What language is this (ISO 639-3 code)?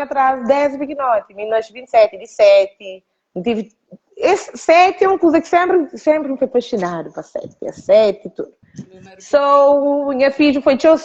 kea